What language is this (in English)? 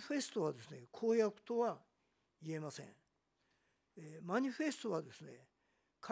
Japanese